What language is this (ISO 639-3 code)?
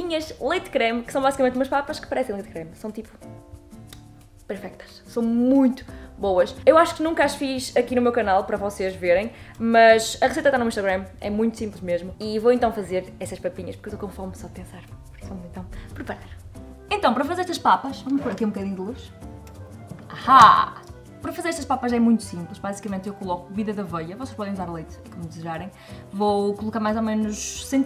por